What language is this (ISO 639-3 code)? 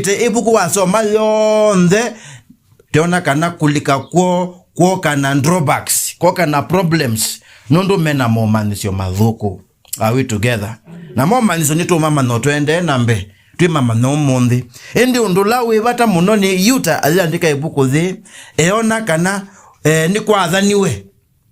kam